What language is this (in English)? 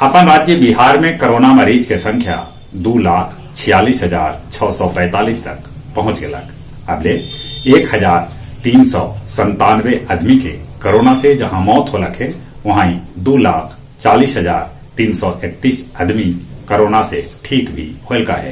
Magahi